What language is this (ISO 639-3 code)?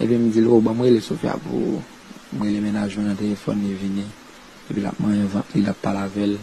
hat